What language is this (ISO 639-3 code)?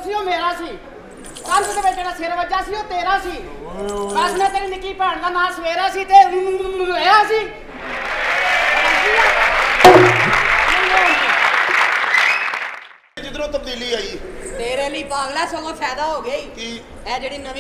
pan